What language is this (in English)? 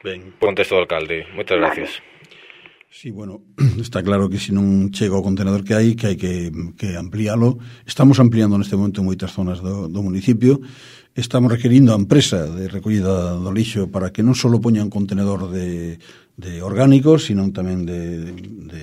Galician